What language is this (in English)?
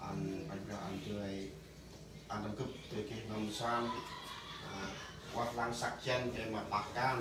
Central Mnong